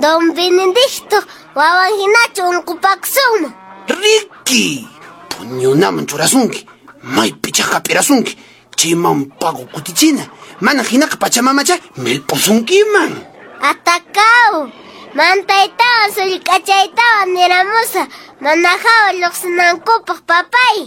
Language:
Quechua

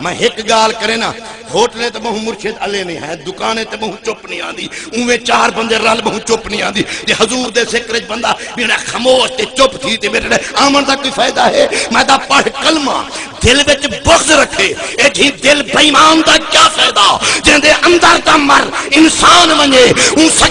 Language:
Saraiki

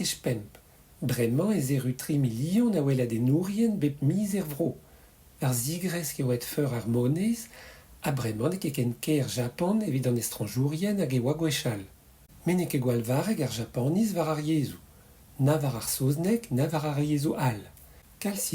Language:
Breton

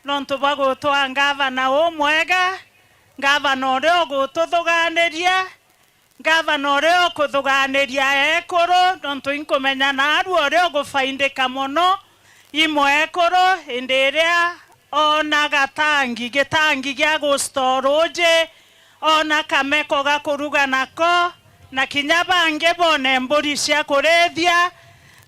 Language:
Meru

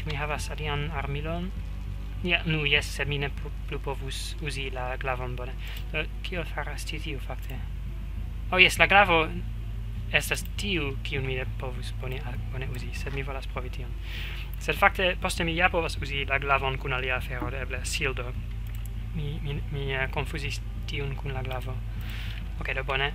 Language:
Esperanto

